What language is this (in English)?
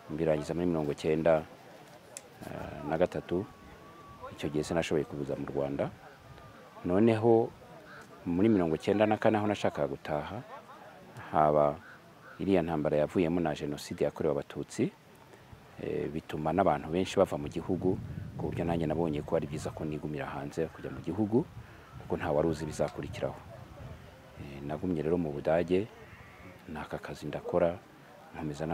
Kinyarwanda